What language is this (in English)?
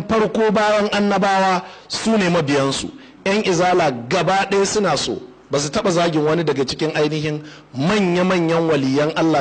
Hausa